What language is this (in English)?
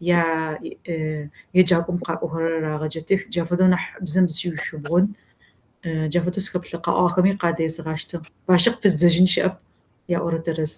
Kabardian